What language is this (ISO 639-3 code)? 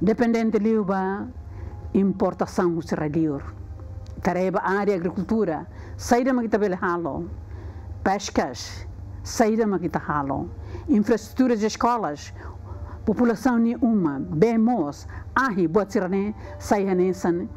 tet